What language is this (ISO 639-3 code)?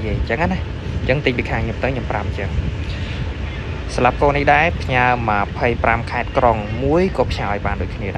khm